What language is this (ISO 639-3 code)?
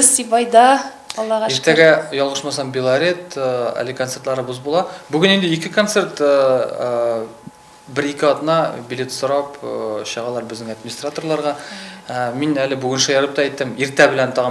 bak